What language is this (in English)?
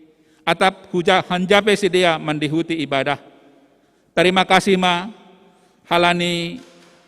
Batak Simalungun